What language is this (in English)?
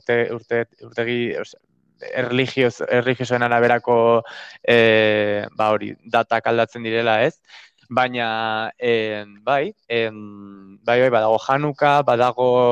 Basque